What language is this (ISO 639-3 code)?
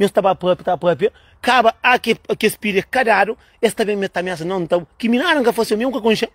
kea